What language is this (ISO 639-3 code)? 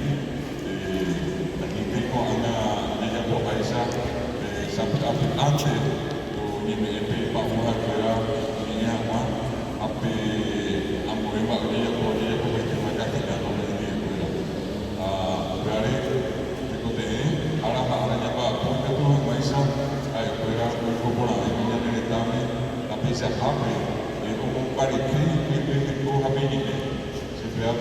grn